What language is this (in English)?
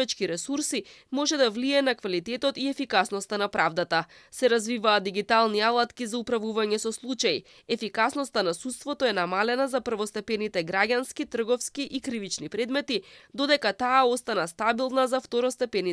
Macedonian